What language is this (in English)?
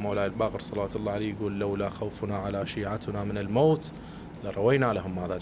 Mesopotamian Arabic